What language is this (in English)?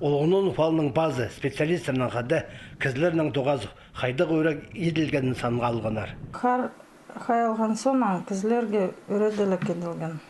Khakas